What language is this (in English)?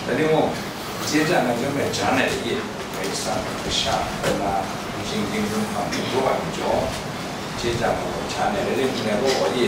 Kachin